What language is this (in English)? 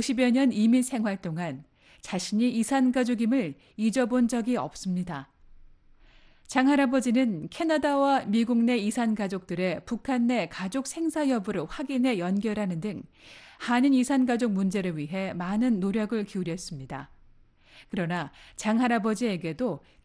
Korean